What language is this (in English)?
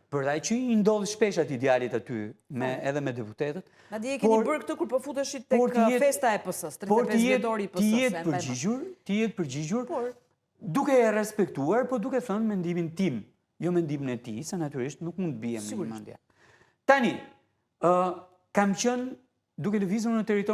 Albanian